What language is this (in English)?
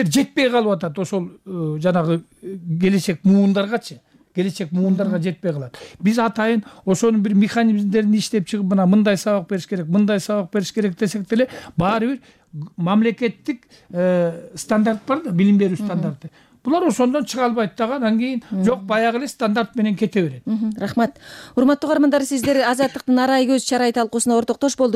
Kyrgyz